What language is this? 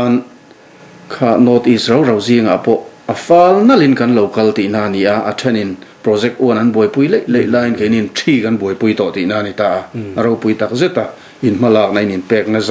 Mizo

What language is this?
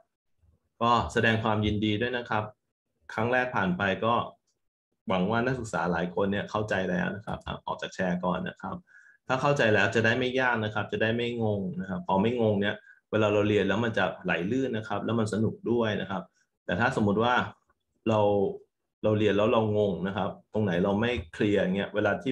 Thai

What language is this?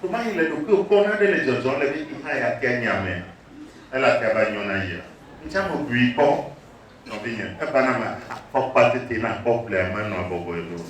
Ewe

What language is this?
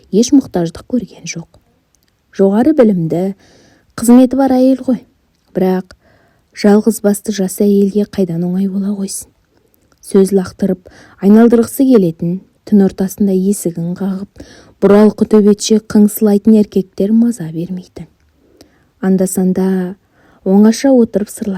Kazakh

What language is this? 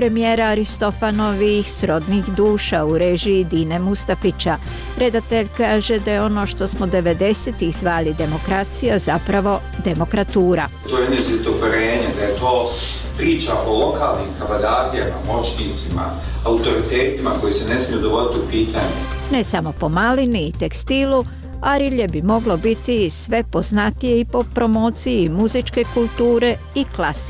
Croatian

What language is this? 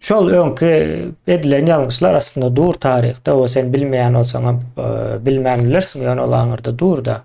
Turkmen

